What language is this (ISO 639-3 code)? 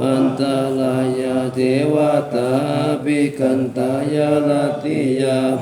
pli